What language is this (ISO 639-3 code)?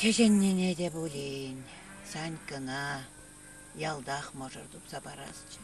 chv